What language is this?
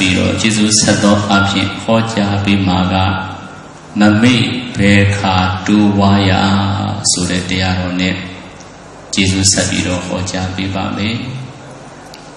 Burmese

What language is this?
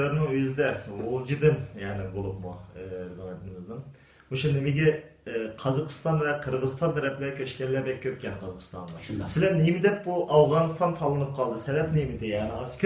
Uyghur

